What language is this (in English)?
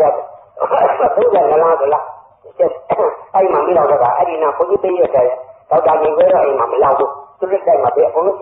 Burmese